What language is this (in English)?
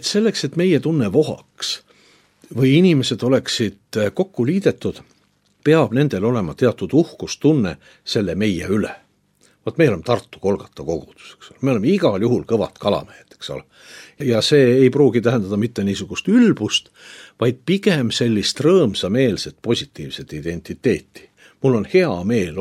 Estonian